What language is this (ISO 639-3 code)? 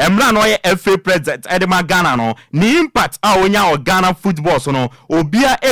aka